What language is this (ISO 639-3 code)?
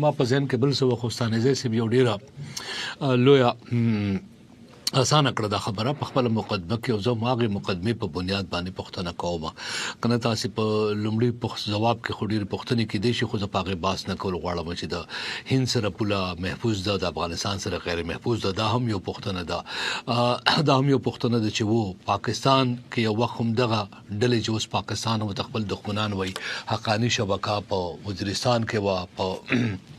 pus